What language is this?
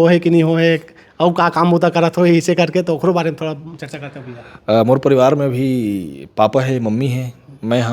Chhattisgarhi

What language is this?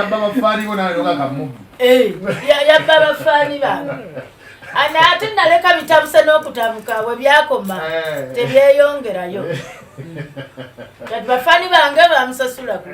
Ganda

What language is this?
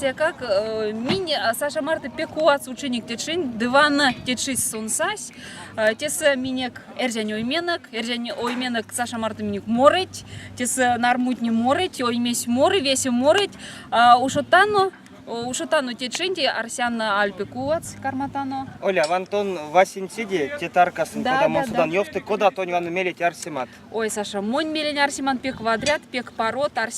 Erzya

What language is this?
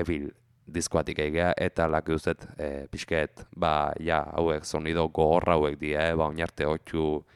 Basque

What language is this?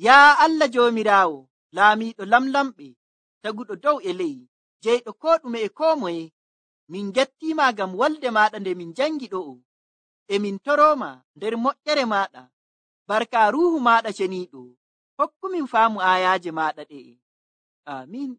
Nigerian Fulfulde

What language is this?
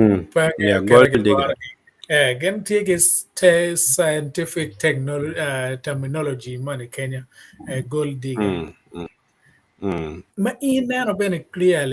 Acoli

